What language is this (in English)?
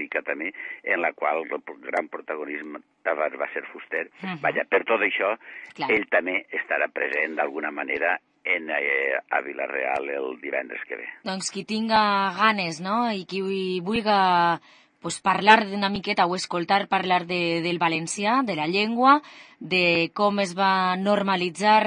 Catalan